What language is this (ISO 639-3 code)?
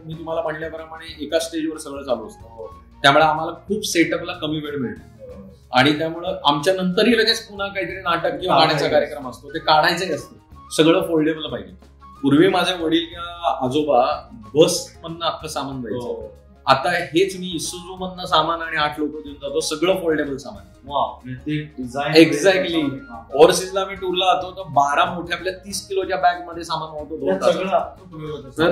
mar